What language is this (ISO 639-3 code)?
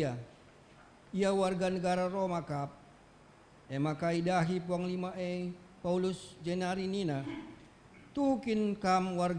btx